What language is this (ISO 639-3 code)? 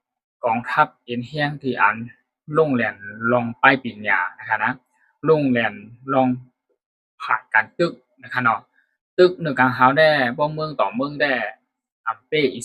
shn